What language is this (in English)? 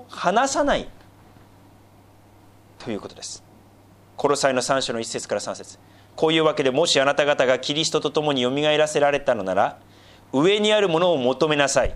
Japanese